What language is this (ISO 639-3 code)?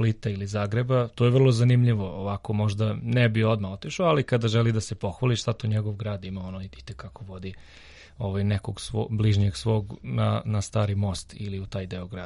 srp